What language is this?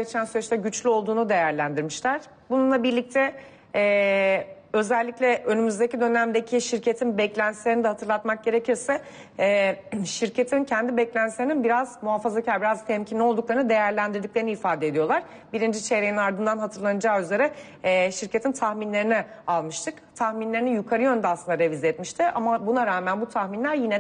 Turkish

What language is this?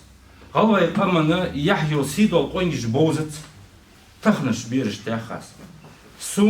Ingush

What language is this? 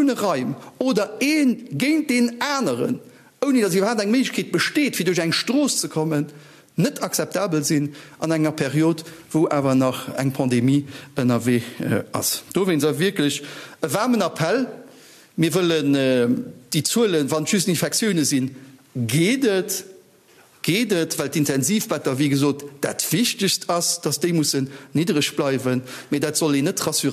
Luxembourgish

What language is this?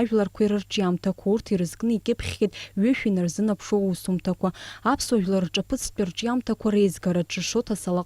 Abkhazian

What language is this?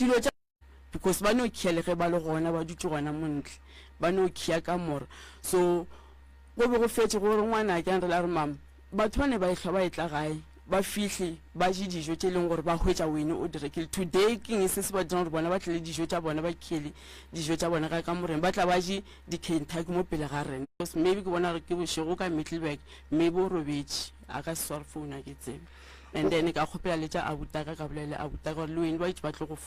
Northern Sotho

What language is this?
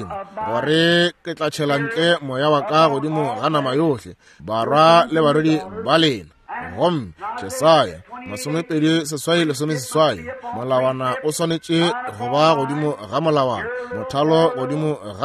Northern Sotho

